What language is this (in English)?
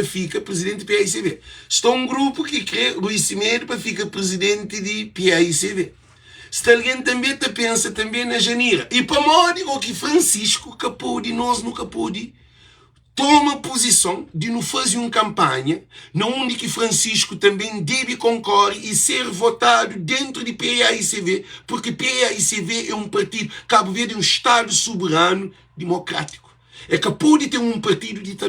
Kabuverdianu